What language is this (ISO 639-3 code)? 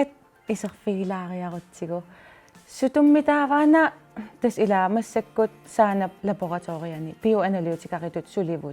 kal